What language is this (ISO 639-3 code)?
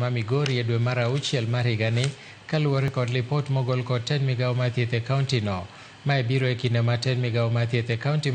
luo